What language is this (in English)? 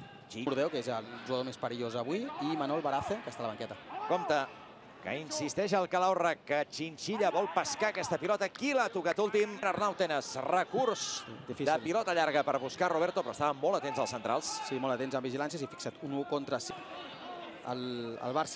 Catalan